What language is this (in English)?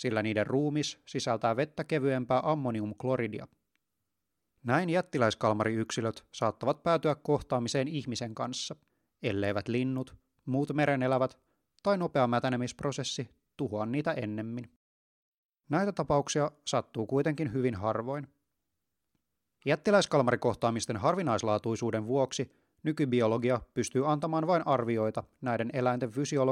Finnish